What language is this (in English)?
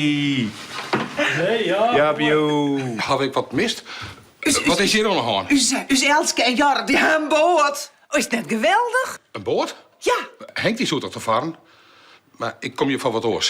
Western Frisian